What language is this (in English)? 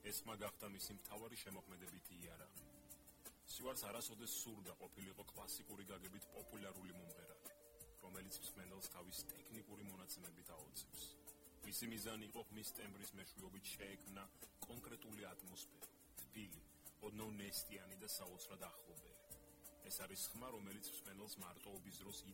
Georgian